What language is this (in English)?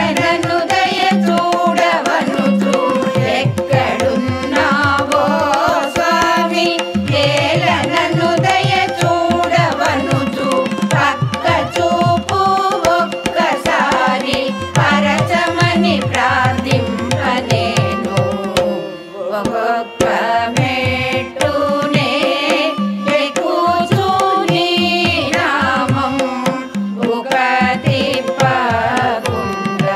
Telugu